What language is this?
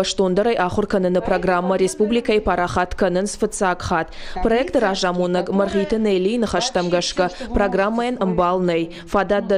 Ossetic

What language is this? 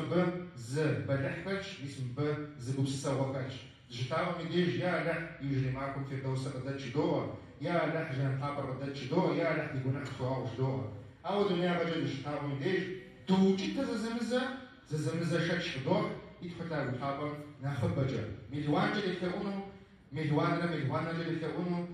Kabardian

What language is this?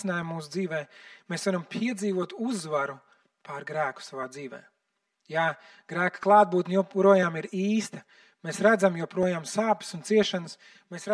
Latvian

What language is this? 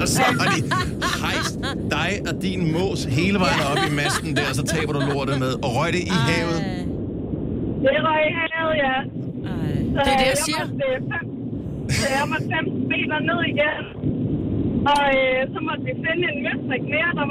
Danish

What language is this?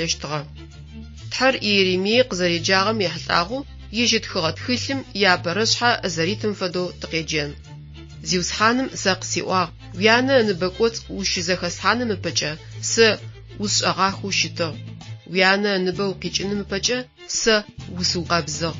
Adyghe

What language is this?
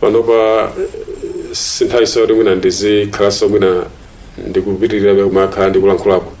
Nyanja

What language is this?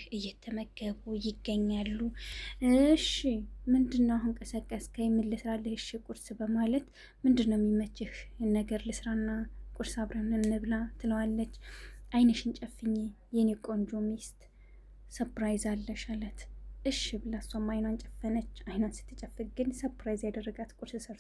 Amharic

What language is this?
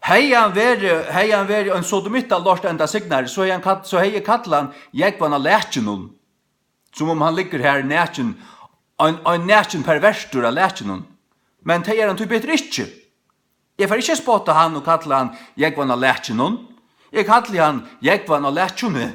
Faroese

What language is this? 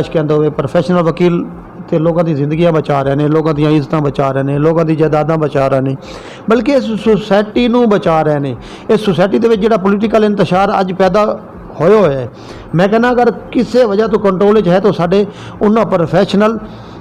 Saraiki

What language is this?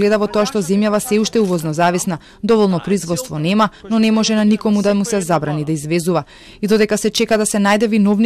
Macedonian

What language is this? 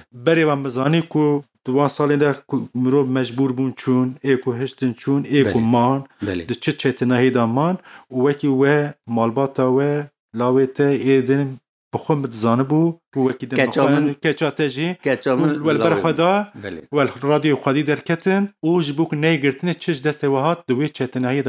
Kurdish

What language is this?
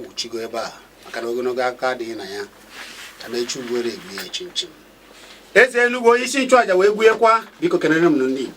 Igbo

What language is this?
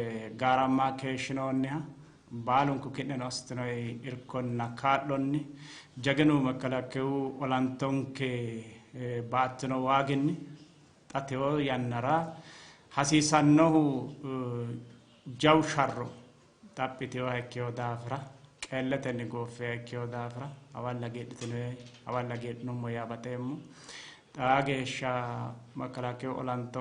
Sidamo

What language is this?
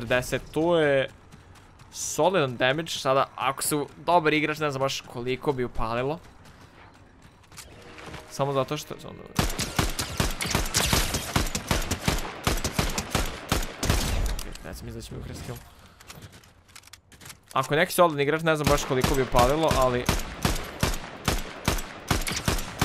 Croatian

